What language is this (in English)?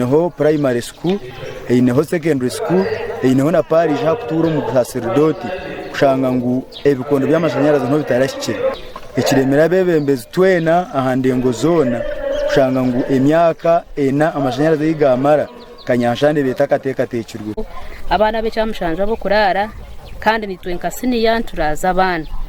Nyankole